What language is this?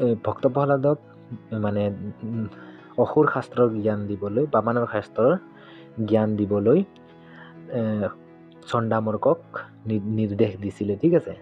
Assamese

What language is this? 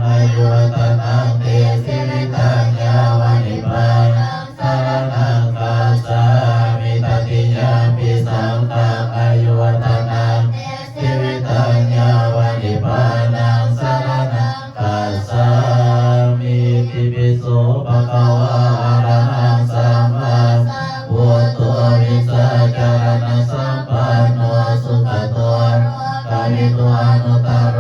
Pali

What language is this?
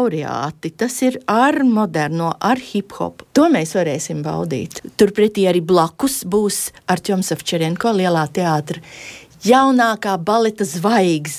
Latvian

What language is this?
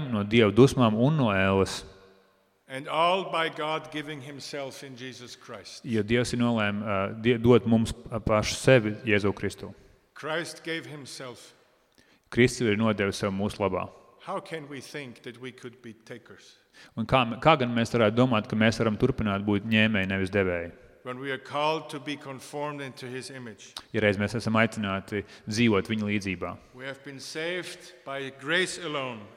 Latvian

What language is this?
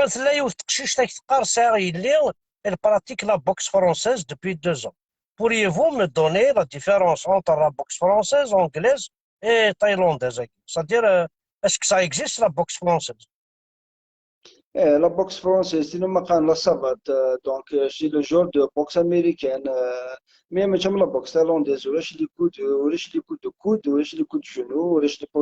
Kabyle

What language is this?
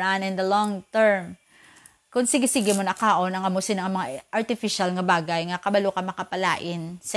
Hiligaynon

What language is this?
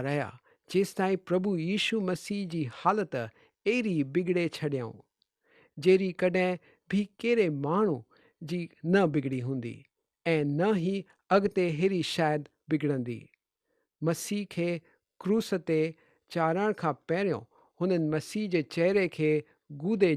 Sindhi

